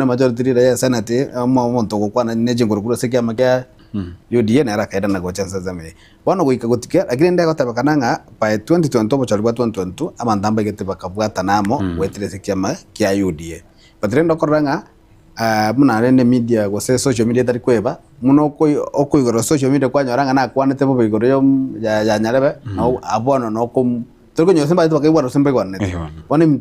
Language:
Gusii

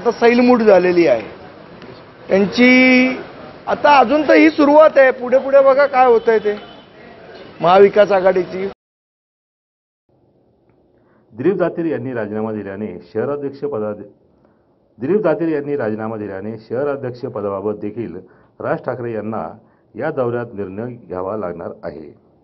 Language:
Marathi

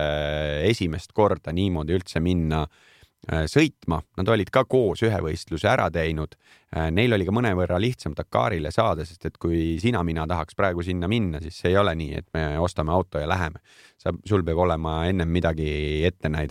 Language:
Estonian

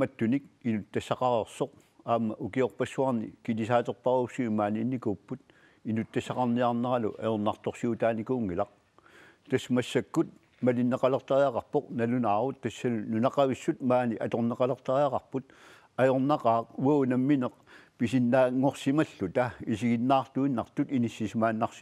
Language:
Kalaallisut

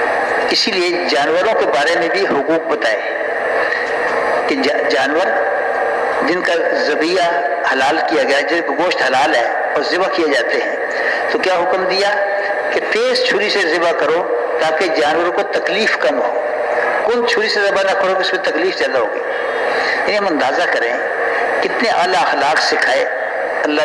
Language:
Urdu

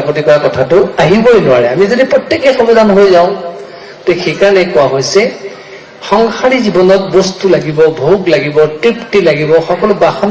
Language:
Assamese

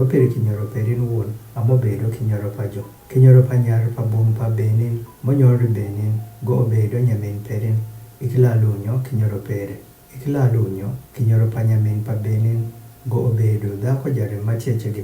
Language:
Adhola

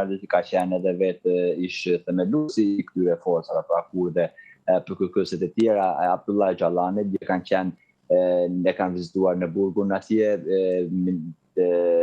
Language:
Albanian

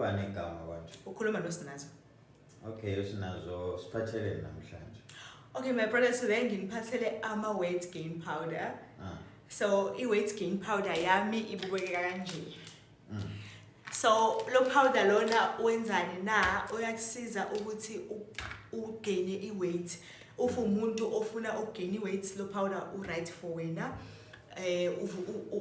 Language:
Zulu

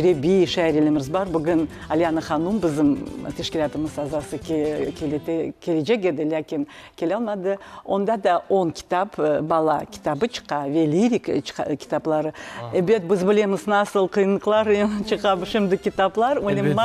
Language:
Crimean Tatar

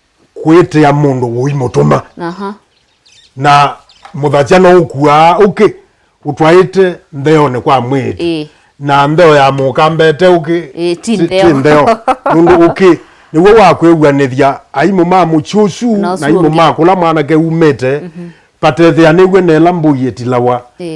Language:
Kamba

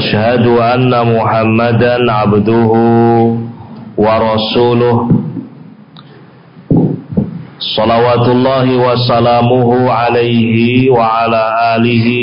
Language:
Indonesian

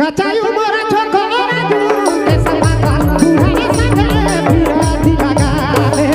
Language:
Sadri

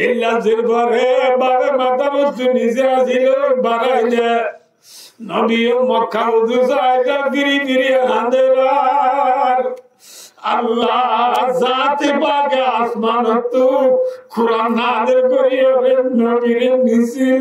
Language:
Rohingya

